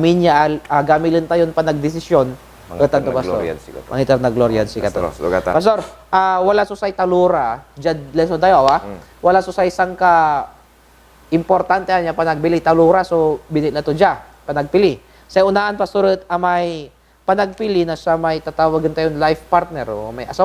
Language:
Pangasinan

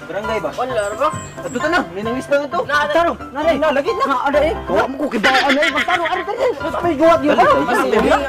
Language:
Cebuano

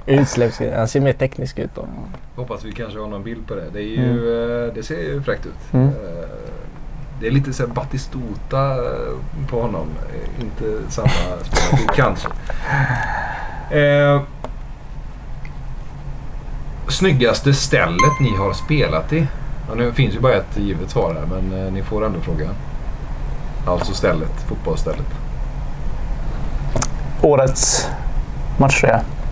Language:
Swedish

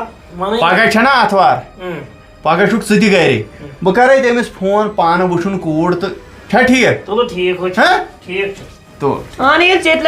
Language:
Kashmiri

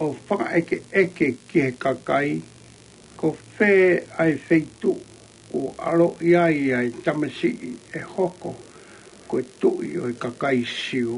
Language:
Tongan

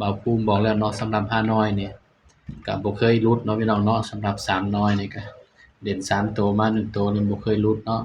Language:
Northeastern Thai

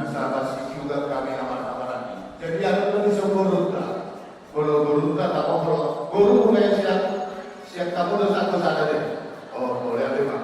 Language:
Batak Toba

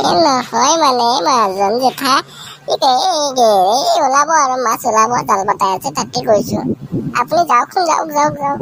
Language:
Assamese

